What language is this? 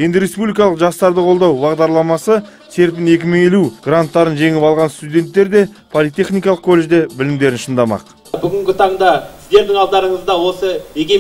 Kazakh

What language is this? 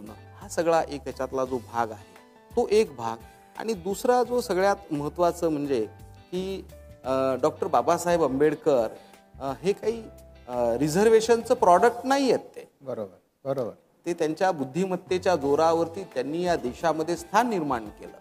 Marathi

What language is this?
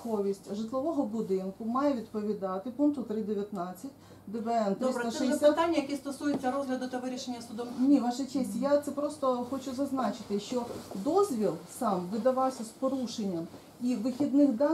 Ukrainian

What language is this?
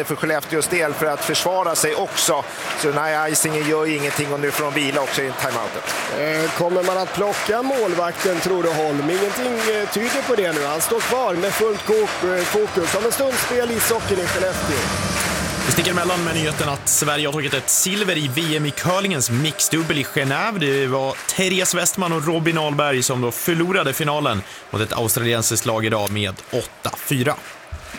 Swedish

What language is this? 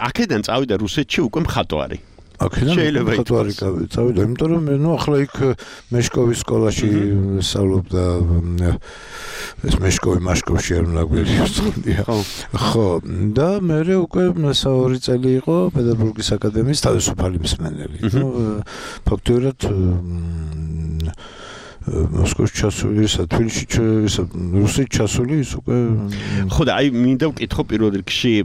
Georgian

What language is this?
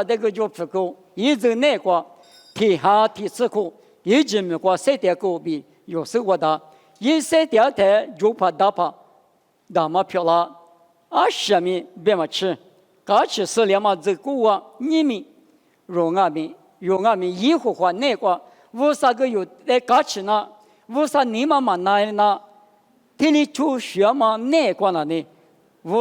Lisu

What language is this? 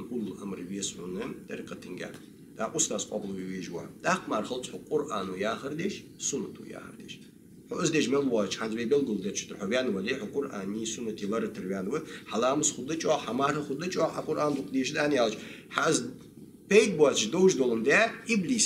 Ingush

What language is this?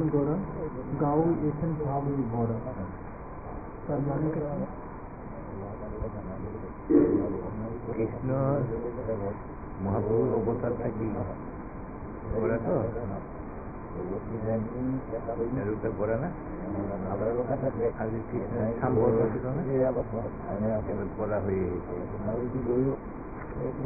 Bangla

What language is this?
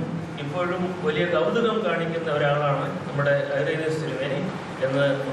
Malayalam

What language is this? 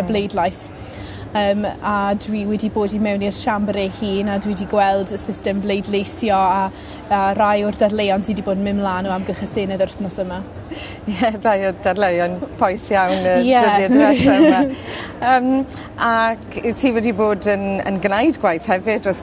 Welsh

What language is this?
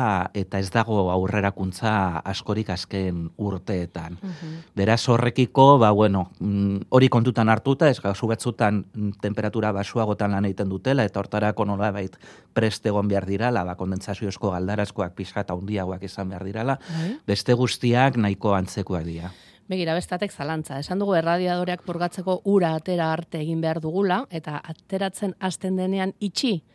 Basque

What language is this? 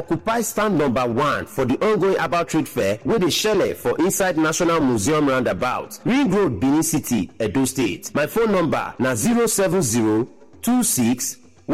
Nigerian Pidgin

